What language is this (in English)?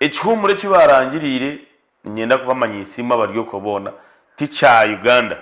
Nyankole